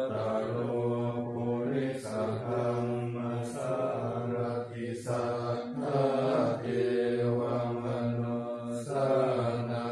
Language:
Pali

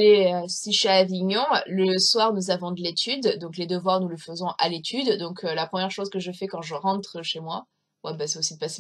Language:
French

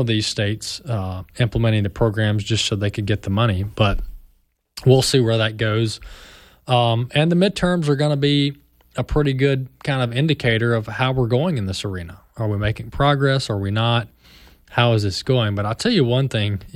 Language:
English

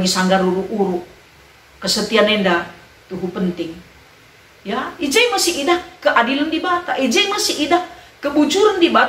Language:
Batak Karo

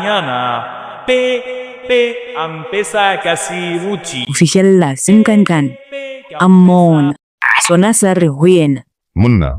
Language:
Southern Sotho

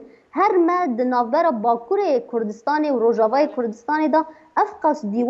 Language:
Kurdish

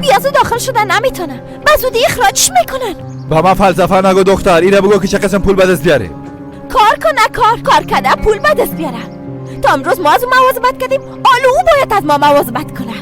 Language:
Persian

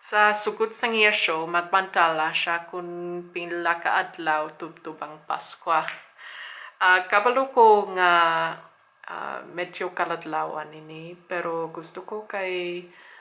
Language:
Hiligaynon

